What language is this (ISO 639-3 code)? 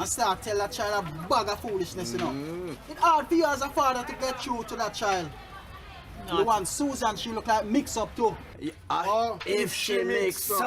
jam